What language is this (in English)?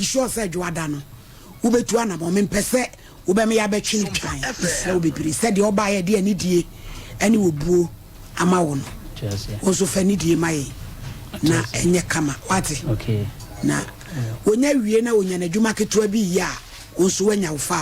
Akan